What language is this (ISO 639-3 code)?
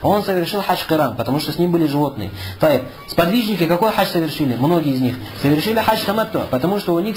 rus